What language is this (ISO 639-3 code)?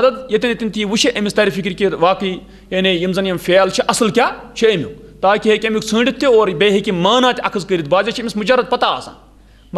kas